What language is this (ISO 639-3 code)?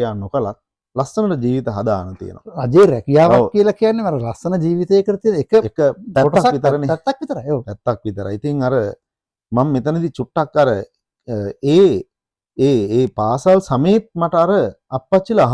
sin